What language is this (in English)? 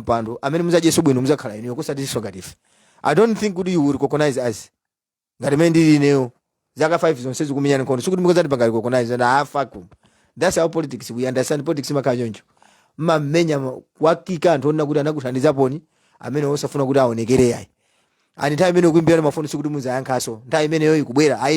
Nyanja